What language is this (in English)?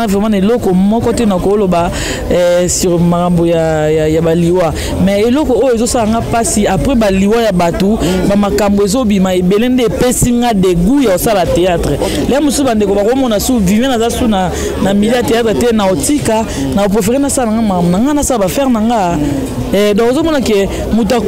Lingala